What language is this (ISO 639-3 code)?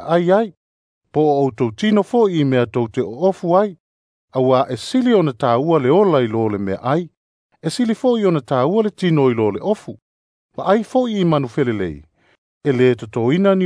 smo